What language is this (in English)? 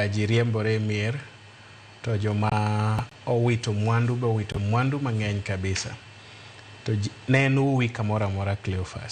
Luo (Kenya and Tanzania)